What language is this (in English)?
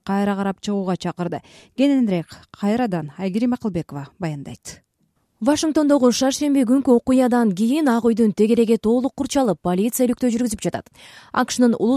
Kyrgyz